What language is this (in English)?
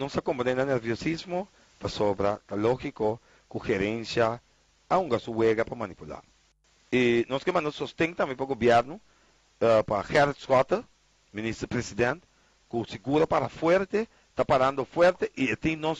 Papiamento